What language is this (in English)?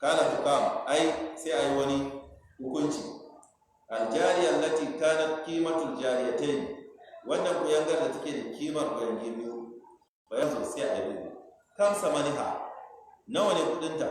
Hausa